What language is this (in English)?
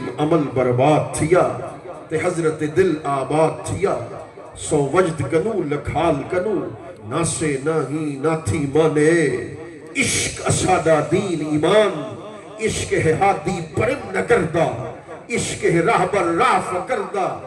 Saraiki